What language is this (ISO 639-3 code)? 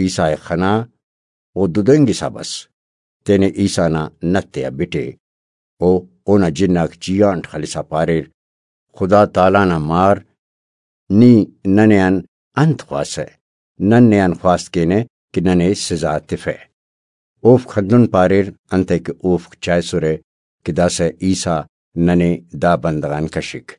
brh